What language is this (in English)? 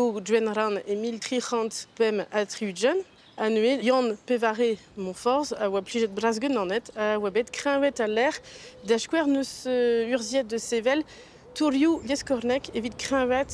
Breton